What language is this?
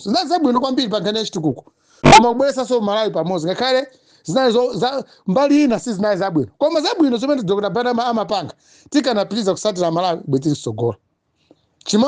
Nyanja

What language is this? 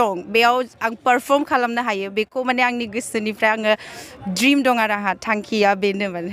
Bodo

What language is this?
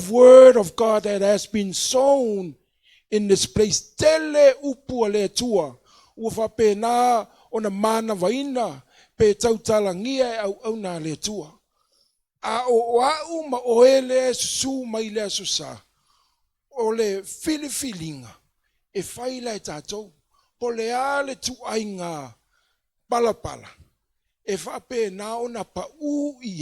Samoan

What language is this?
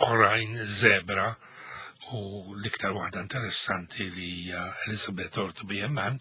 Maltese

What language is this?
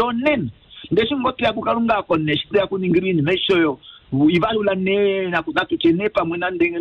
Kuanyama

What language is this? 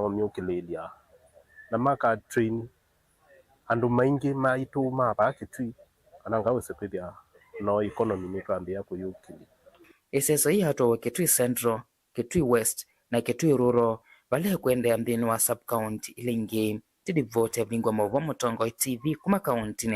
Kamba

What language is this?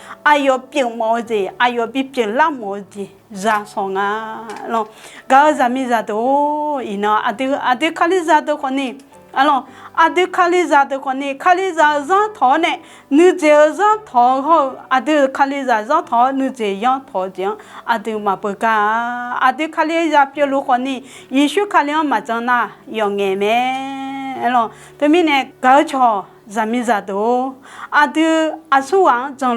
Akha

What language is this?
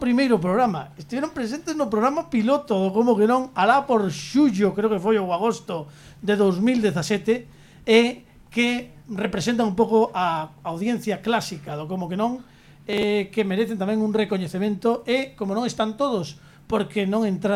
Galician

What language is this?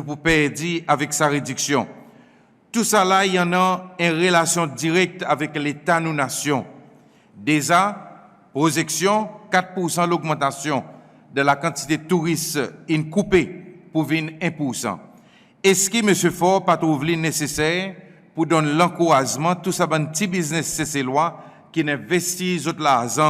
Seselwa Creole French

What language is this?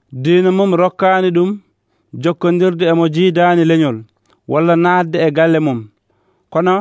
Nigerian Fulfulde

